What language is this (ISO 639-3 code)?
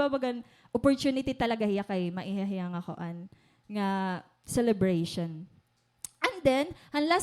war